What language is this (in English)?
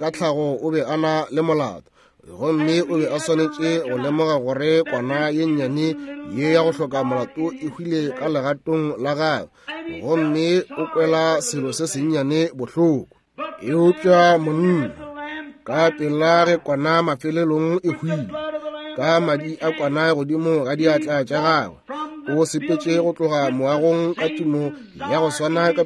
Northern Sotho